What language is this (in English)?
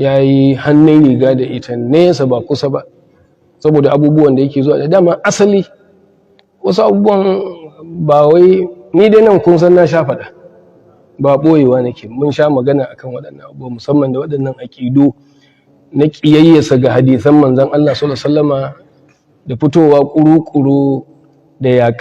Hausa